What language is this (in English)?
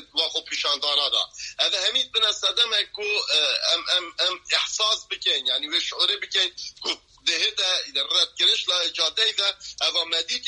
Kurdish